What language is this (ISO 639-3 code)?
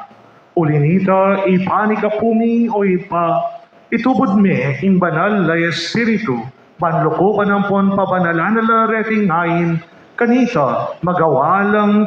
pam